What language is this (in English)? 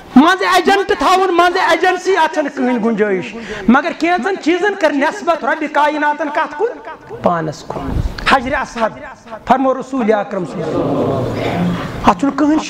Kashmiri